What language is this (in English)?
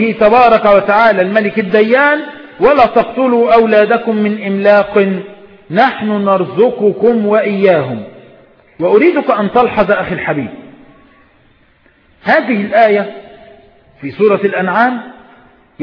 Arabic